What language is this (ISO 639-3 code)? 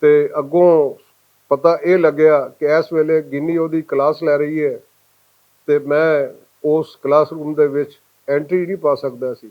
lah